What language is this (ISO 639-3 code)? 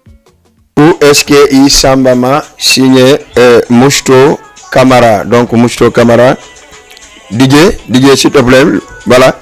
ful